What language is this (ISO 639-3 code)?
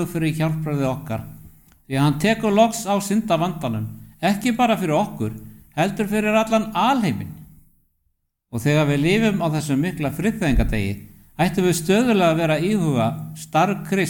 isl